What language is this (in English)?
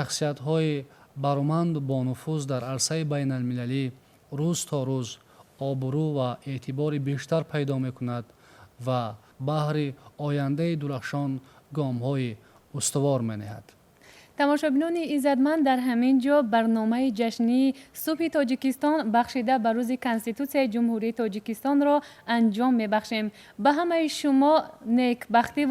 Tajik